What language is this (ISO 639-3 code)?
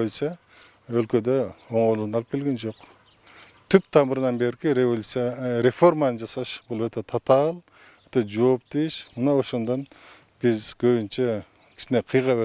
kir